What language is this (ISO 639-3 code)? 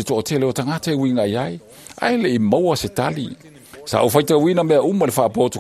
smo